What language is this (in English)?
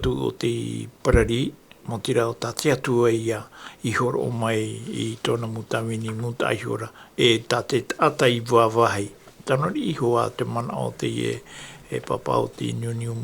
Tahitian